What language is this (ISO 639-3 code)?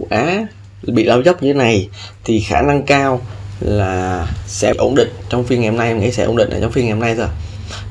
vie